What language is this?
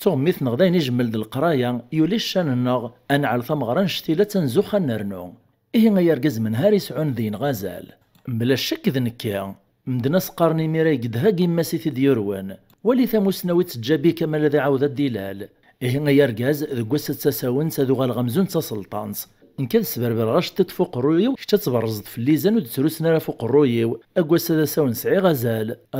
Kabyle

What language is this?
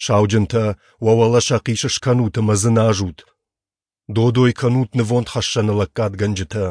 Ossetic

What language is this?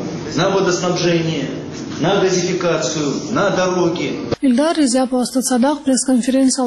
Avaric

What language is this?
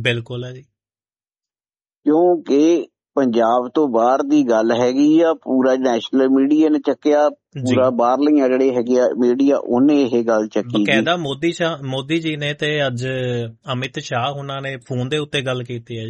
Punjabi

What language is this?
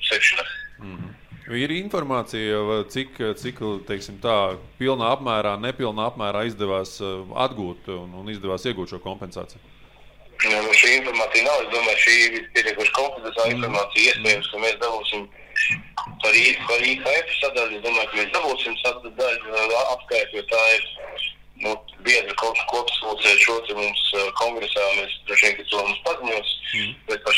Latvian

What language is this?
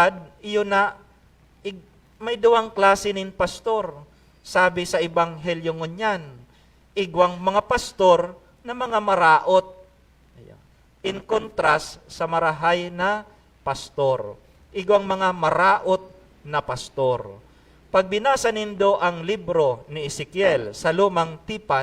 Bikol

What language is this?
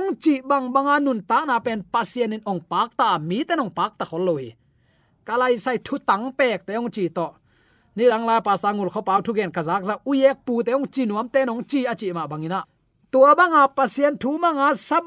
Tedim Chin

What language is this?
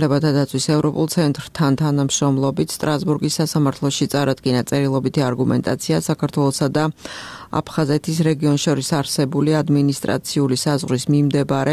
Georgian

